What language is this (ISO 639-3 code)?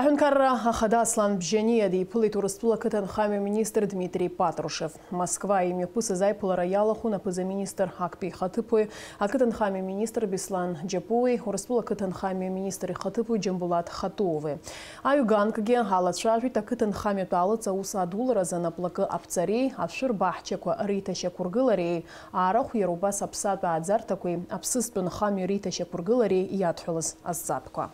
abk